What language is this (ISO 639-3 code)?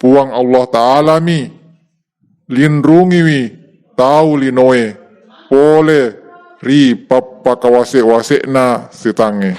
bug